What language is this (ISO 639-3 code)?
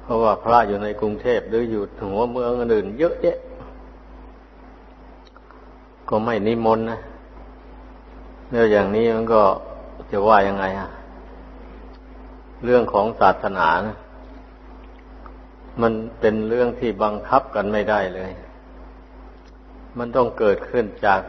tha